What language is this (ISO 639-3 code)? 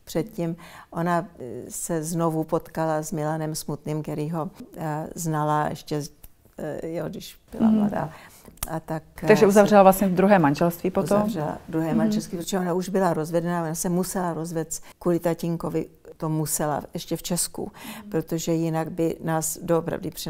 ces